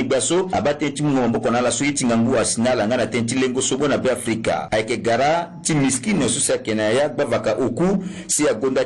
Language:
Sango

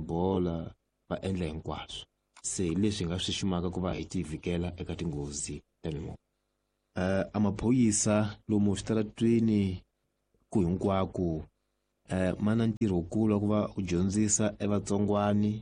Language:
Tsonga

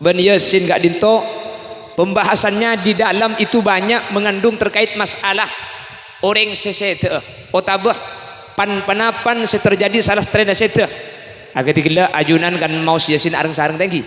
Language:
Madurese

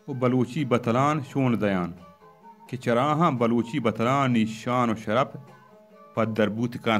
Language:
Baluchi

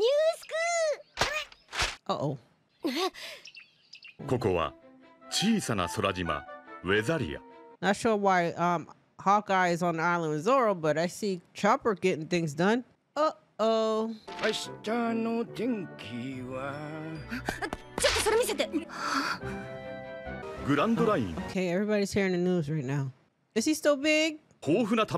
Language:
Japanese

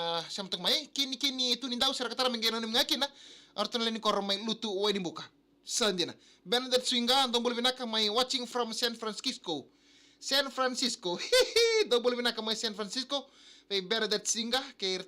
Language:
Fijian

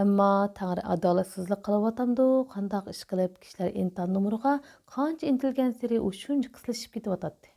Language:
Uyghur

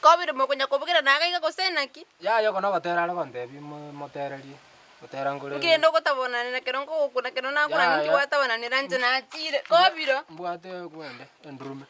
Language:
Gusii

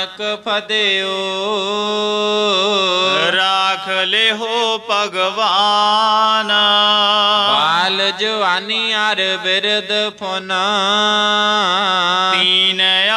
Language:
Punjabi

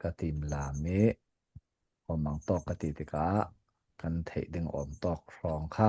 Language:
Falam Chin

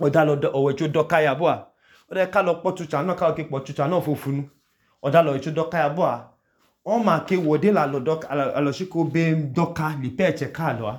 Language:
Idoma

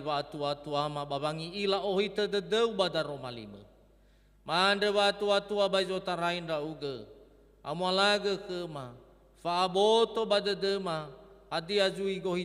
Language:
Nias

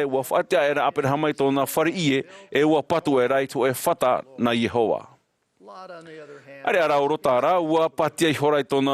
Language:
Tahitian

